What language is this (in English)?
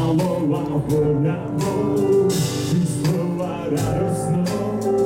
Slovak